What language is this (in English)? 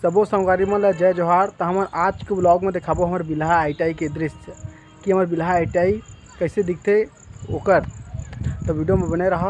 Chhattisgarhi